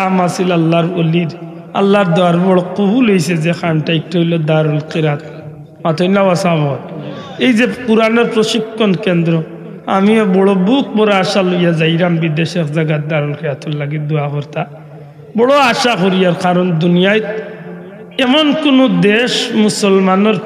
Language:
Sylheti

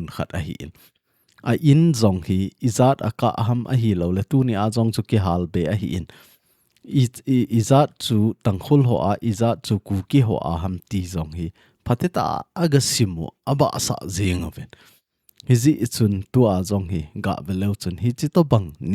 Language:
Thado Chin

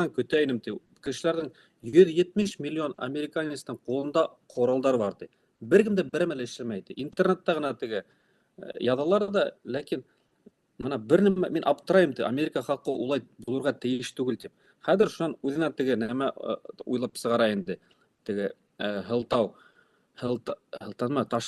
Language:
Bashkir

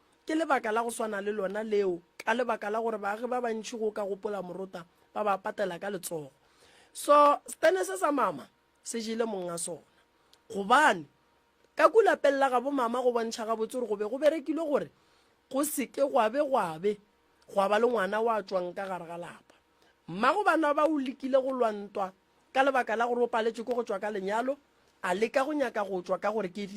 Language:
Northern Sotho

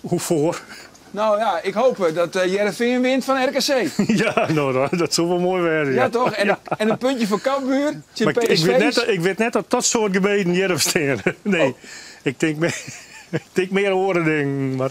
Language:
Western Frisian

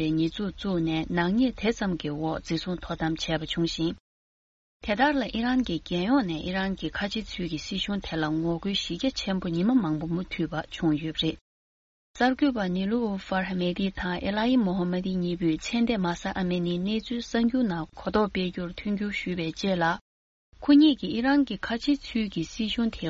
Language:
Tibetan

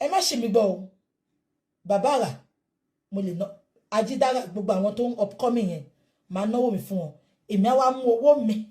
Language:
Yoruba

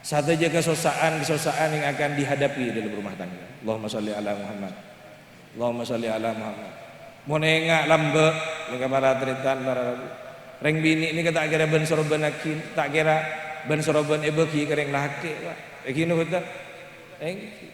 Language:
Madurese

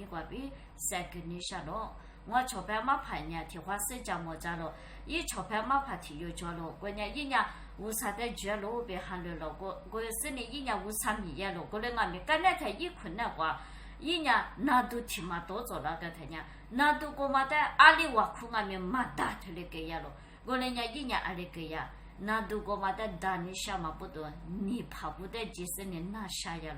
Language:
Lisu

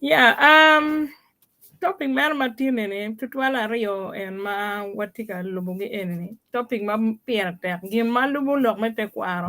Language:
Acoli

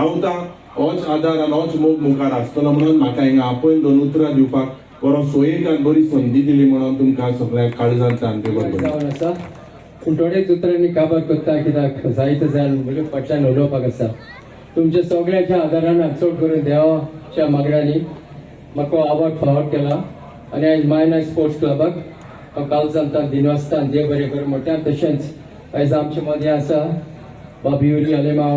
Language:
Konkani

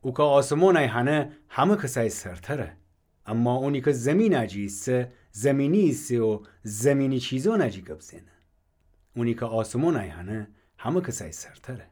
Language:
Gilaki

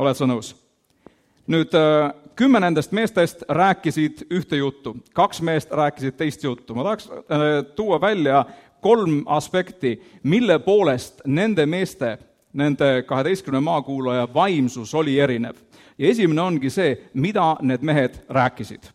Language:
Estonian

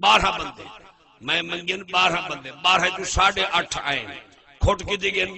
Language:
Saraiki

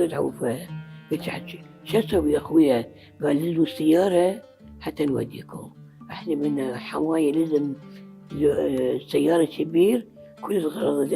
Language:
Mesopotamian Arabic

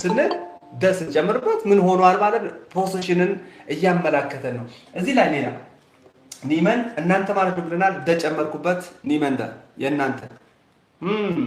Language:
Amharic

